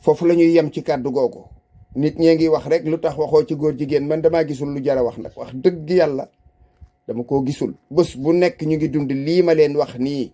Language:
Wolof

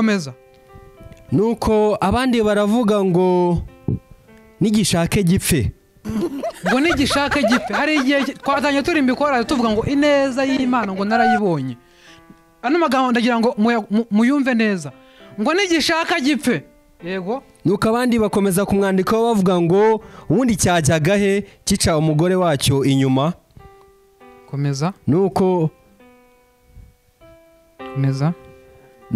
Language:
Kinyarwanda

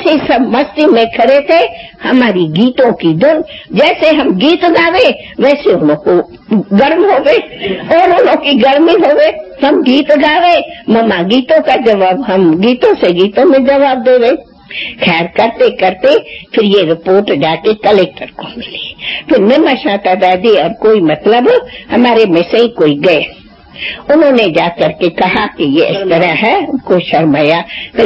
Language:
Hindi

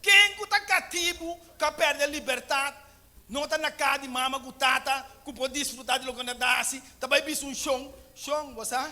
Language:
Papiamento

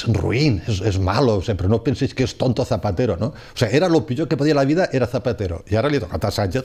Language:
Catalan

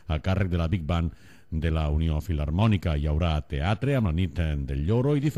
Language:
Catalan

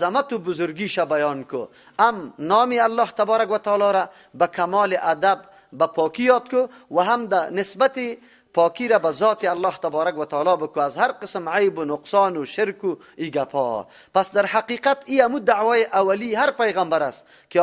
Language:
Persian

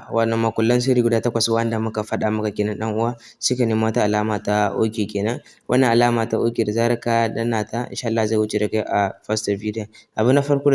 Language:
Hausa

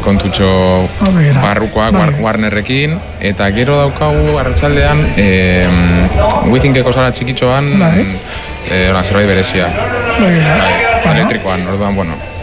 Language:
Basque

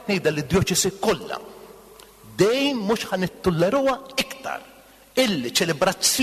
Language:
Maltese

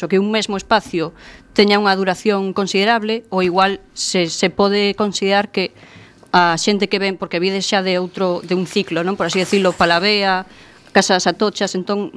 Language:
Galician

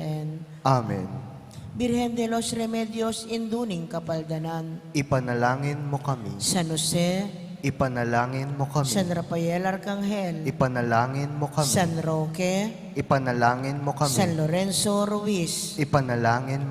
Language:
Pampanga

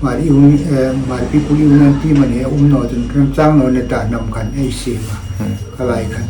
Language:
Hmar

